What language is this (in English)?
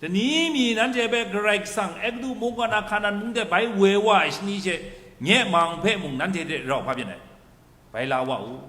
Kachin